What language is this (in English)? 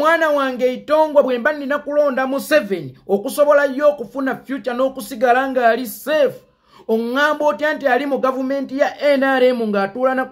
Ganda